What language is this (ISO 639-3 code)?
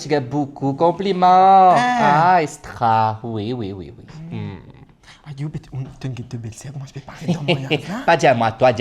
mfe